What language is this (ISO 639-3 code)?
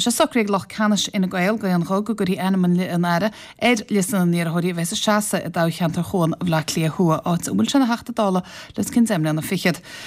gle